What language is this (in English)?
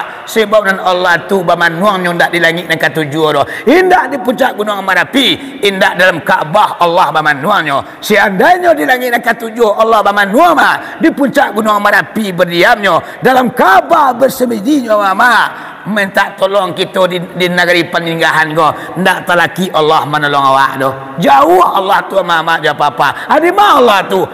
Minangkabau